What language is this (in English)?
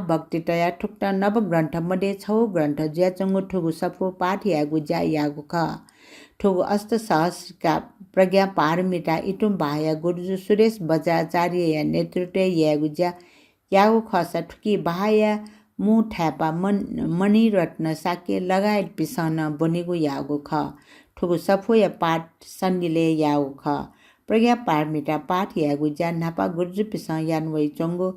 Newari